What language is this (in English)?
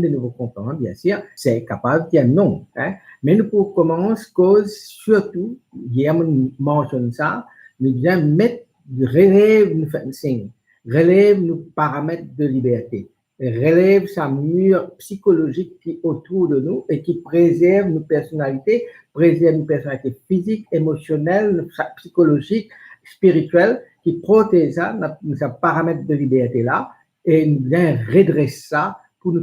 Morisyen